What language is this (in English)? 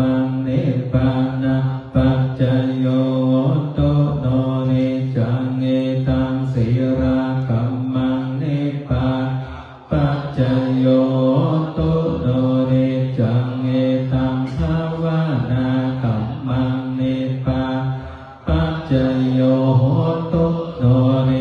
Pali